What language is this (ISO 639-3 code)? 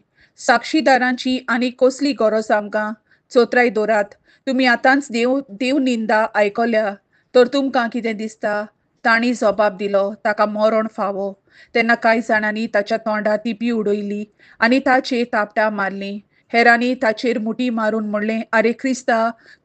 kok